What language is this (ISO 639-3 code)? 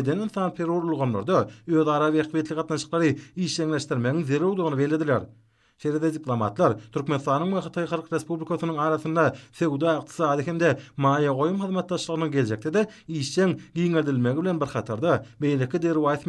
tuk